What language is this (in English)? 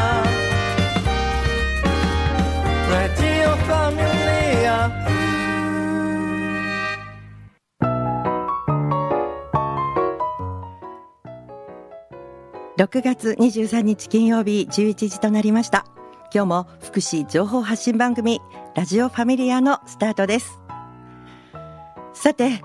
Japanese